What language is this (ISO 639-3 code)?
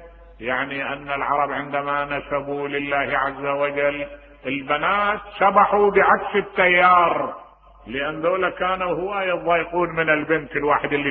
acm